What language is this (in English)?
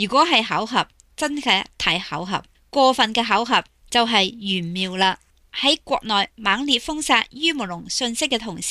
Cantonese